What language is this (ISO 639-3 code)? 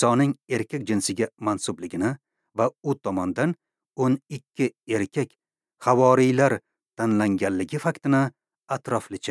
uzb